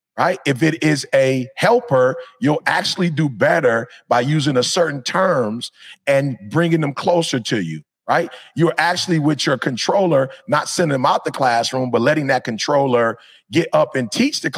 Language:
English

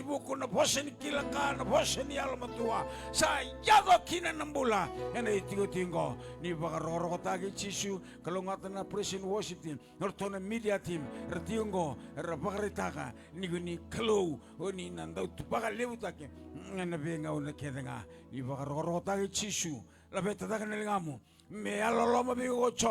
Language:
Fijian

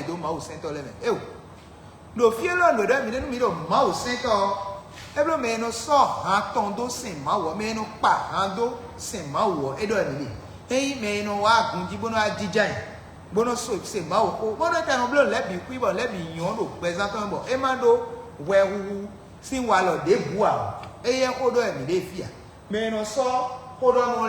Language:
Fon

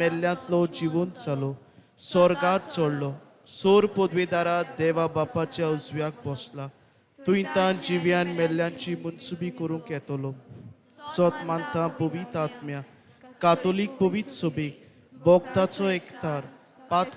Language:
Konkani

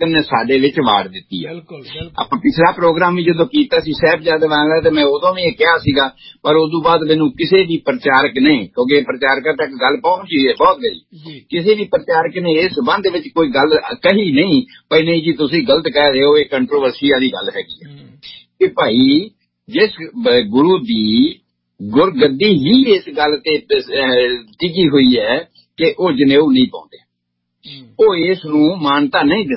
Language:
Punjabi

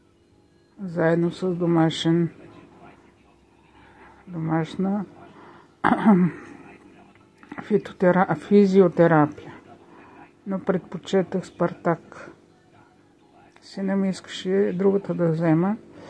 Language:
Bulgarian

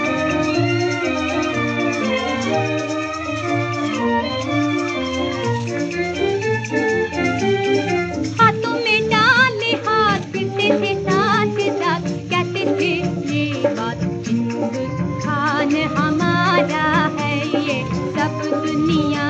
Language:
Hindi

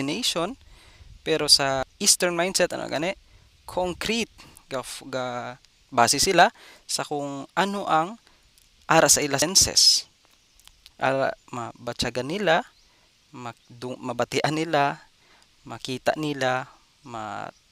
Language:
Hiligaynon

